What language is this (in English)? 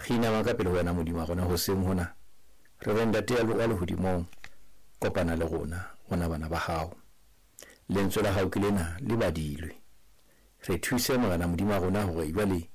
Southern Sotho